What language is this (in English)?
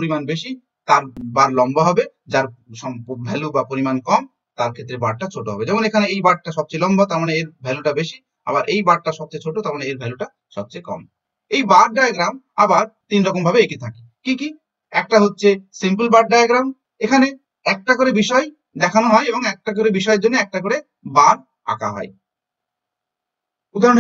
Bangla